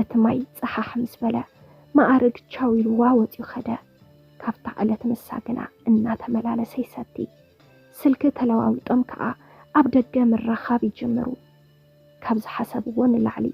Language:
Tigrinya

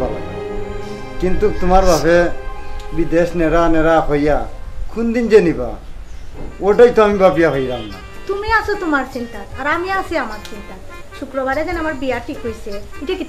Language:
Sylheti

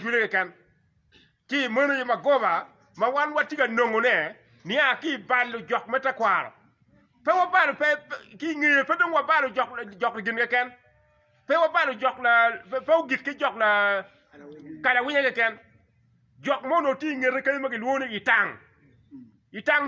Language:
Acoli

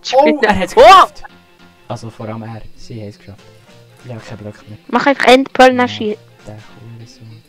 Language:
Swiss German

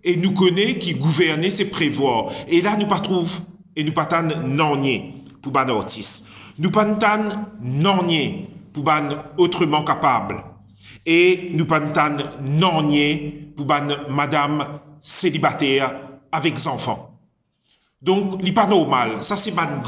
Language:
Morisyen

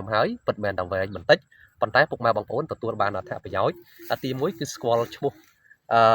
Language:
Khmer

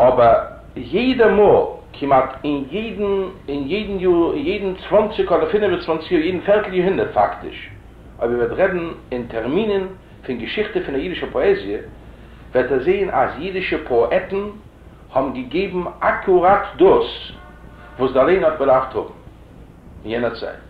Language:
Yiddish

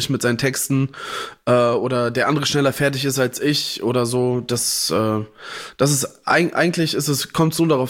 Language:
German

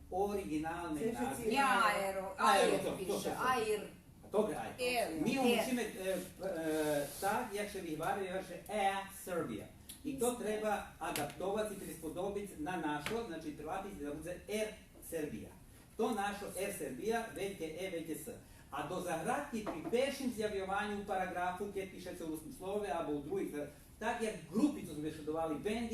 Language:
Rusyn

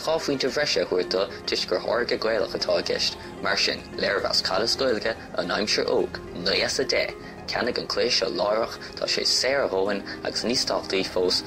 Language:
Irish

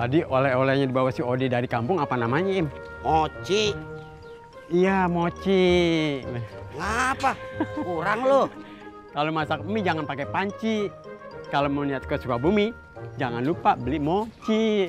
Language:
Betawi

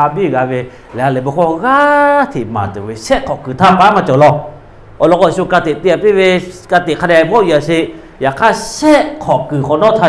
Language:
Lahu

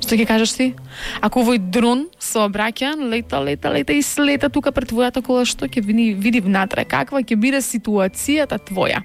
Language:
Macedonian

